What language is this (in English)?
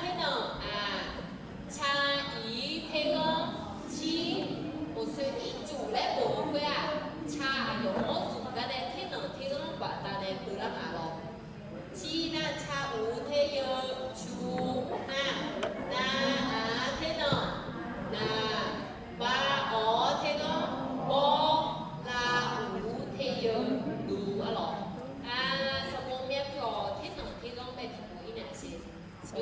Akha